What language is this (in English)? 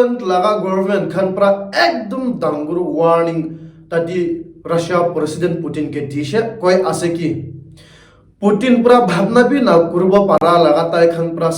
Naga Pidgin